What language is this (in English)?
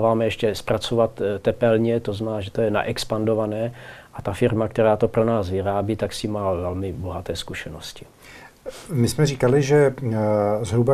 Czech